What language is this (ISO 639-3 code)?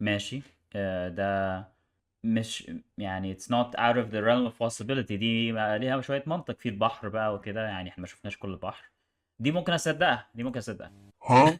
arz